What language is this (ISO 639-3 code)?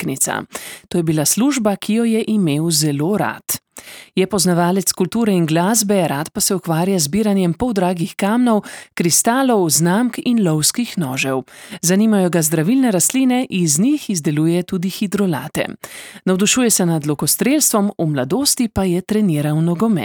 slv